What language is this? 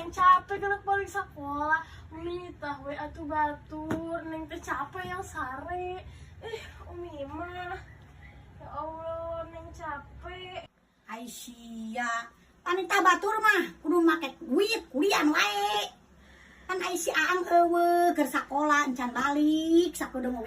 Sundanese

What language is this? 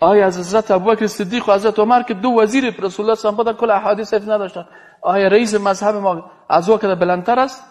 Persian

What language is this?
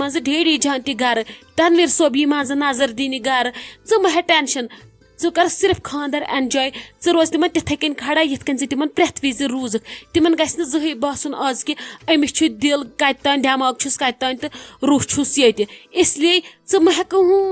Kashmiri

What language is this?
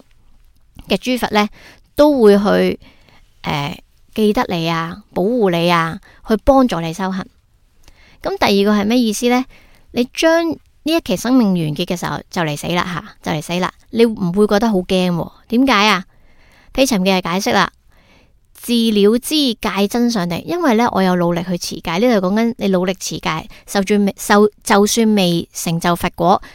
Cantonese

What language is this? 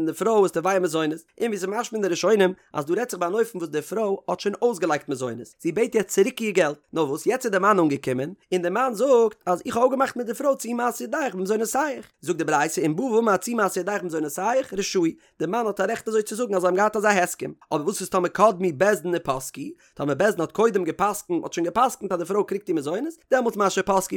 Yiddish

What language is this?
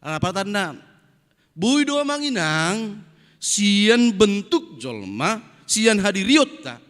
Batak Toba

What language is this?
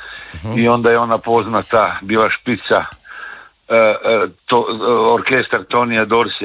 Croatian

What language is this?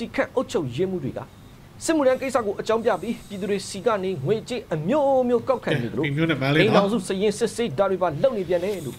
Burmese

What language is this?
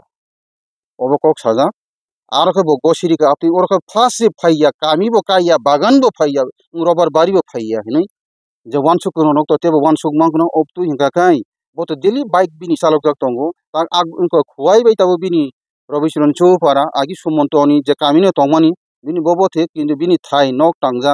Kok Borok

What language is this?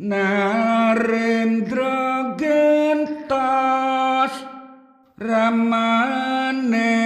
Javanese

